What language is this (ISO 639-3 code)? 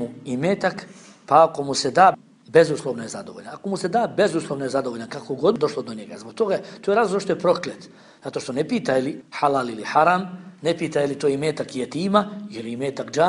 bos